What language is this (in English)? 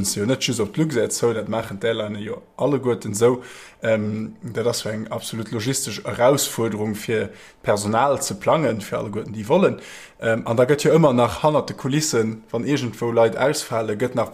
Luxembourgish